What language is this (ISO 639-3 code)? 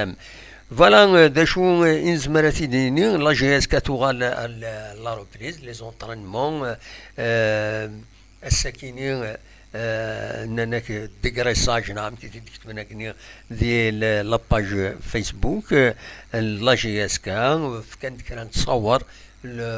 kab